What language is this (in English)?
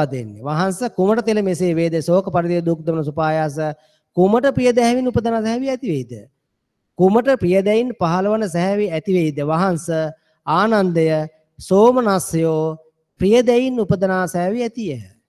Sinhala